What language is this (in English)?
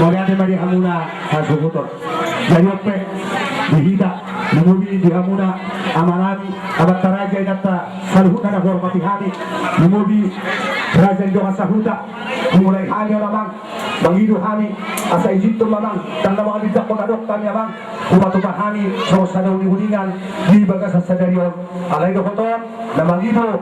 Batak Toba